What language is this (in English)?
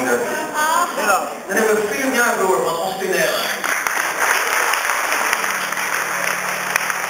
Dutch